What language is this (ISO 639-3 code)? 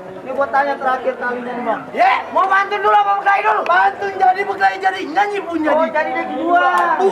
bew